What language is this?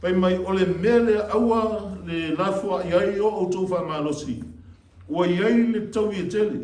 Samoan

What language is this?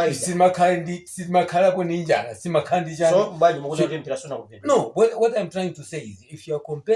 Nyanja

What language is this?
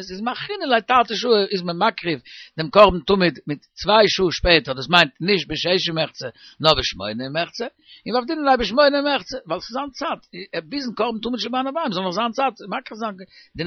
Yiddish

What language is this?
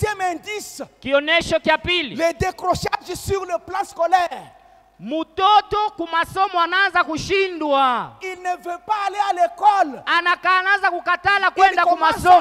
Swahili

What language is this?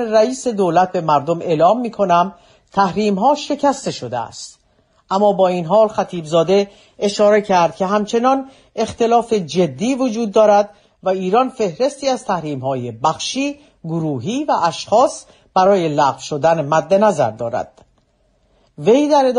Persian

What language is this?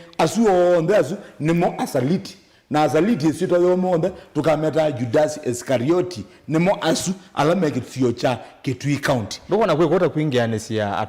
Kamba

